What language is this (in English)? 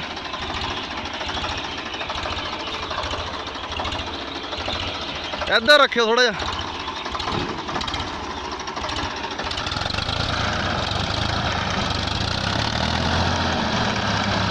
Punjabi